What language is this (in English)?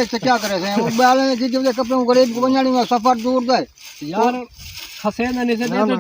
Saraiki